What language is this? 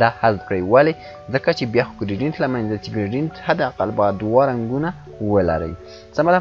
Pashto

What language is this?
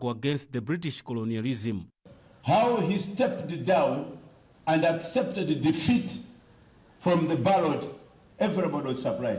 English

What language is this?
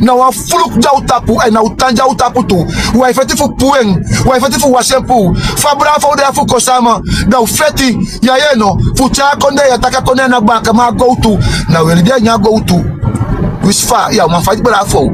Sranan Tongo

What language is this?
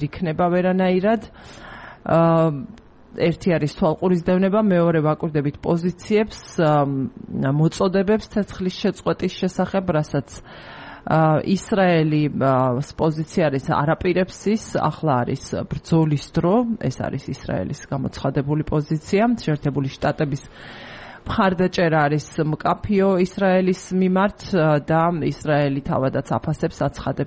Georgian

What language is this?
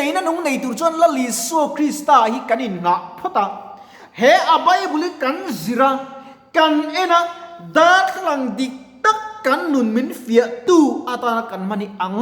Mizo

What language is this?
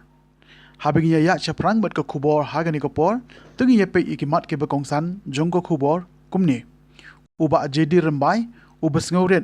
Khasi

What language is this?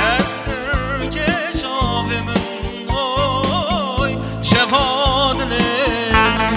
Zaza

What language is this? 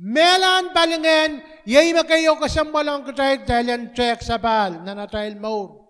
Pohnpeian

